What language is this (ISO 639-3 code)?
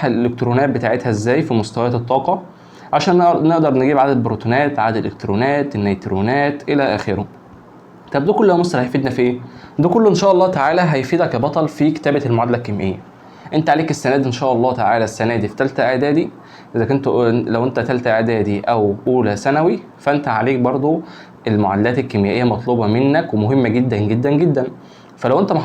arz